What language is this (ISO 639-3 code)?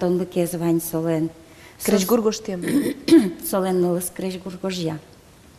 udm